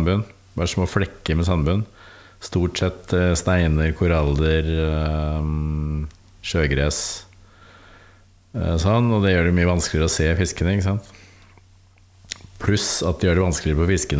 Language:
Norwegian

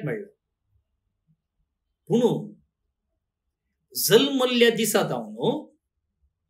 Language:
Konkani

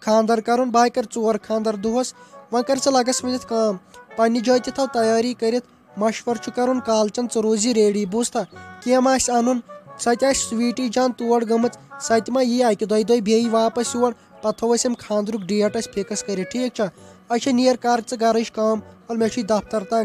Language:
Kashmiri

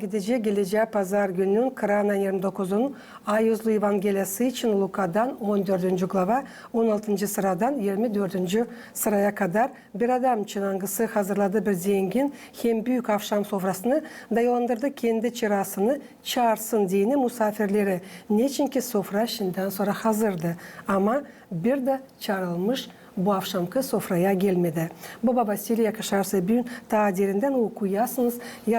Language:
Gagauz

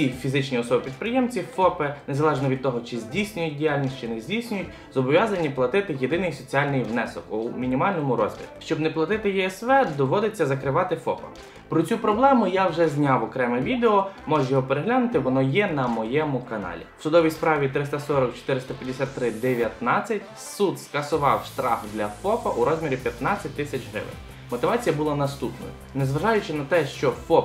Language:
Ukrainian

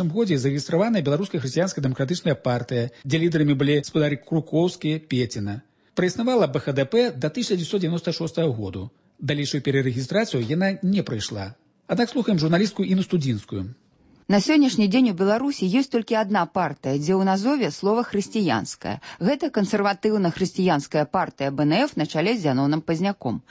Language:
Belarusian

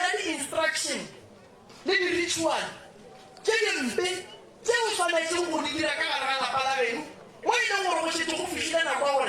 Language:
Northern Sotho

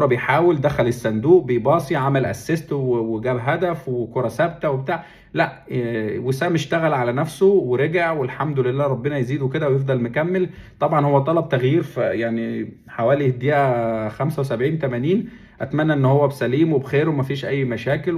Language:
Egyptian Arabic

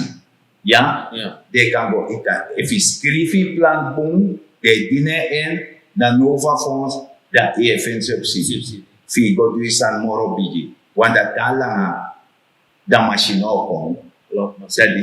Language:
Sranan Tongo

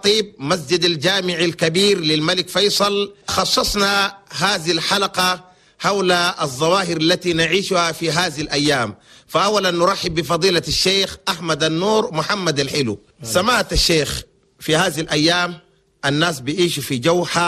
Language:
Chadian Arabic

